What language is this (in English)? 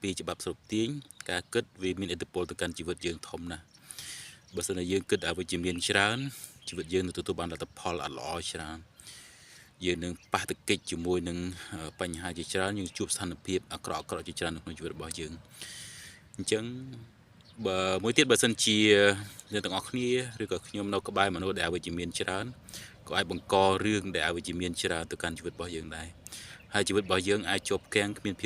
Khmer